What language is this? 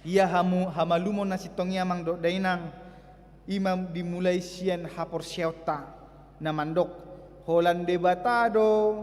Batak Toba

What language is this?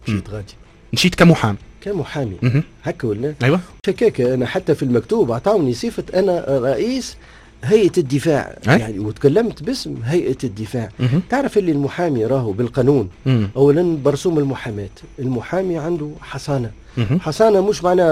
Tunisian Arabic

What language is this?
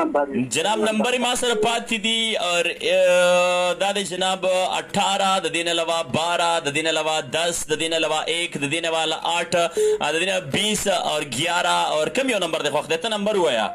Pashto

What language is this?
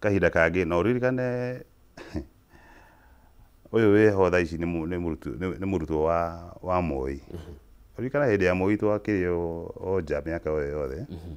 Kikuyu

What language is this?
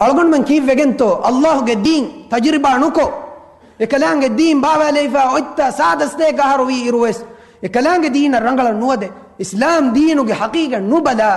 Divehi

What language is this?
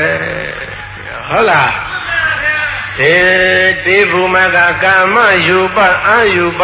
Burmese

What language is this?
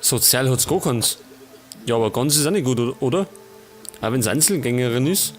Bavarian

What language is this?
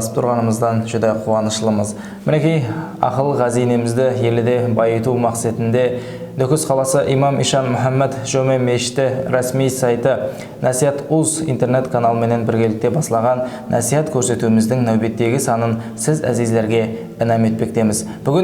Kara-Kalpak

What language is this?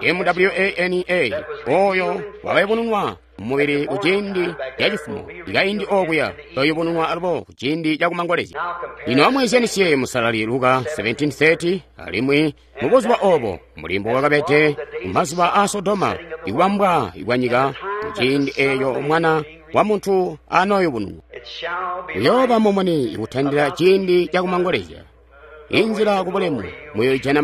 Tonga (Zambia)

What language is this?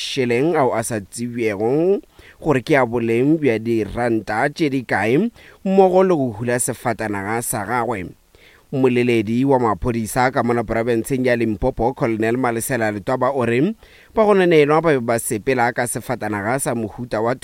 Northern Sotho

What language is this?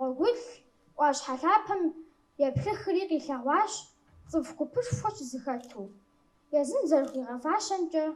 Kabardian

